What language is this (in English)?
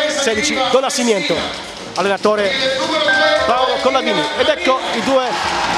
Italian